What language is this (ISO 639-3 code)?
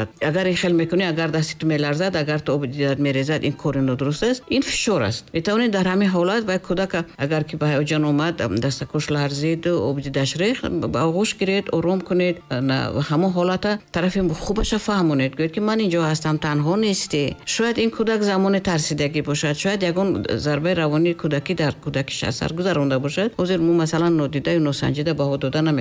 tgk